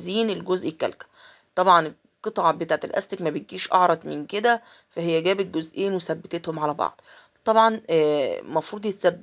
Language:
Egyptian Arabic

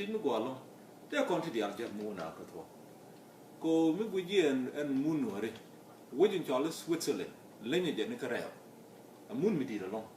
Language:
Nuer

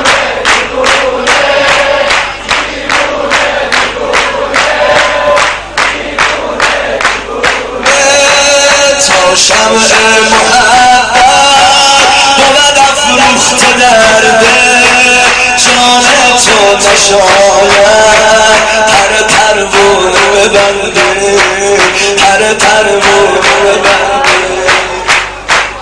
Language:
Persian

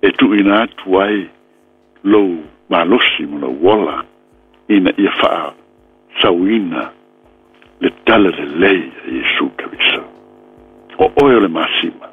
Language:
Samoan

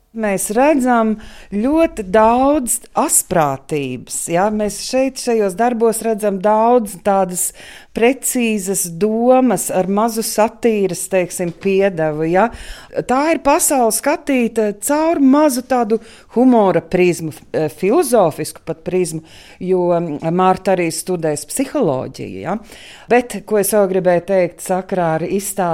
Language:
Latvian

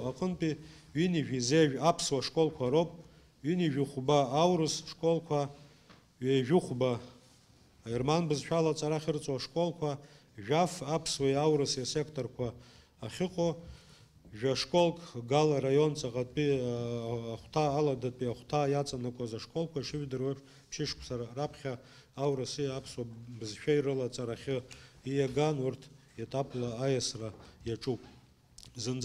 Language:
Abkhazian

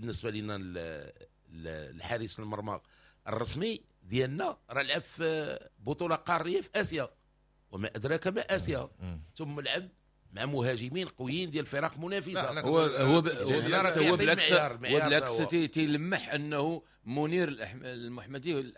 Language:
Moroccan Arabic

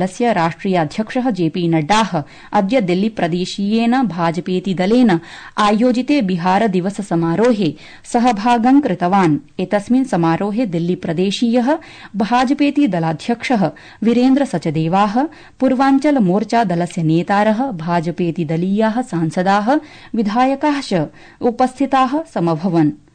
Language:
Sanskrit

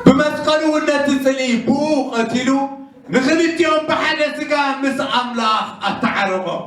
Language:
Tigrinya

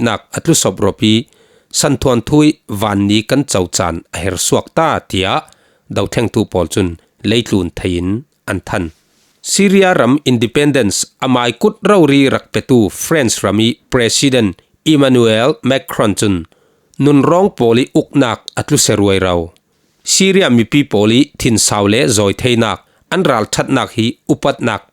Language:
Falam Chin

